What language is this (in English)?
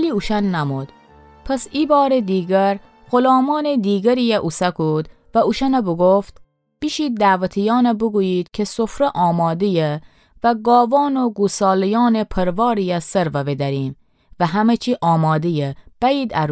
Gilaki